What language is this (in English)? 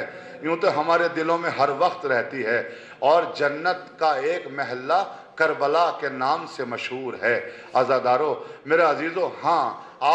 Urdu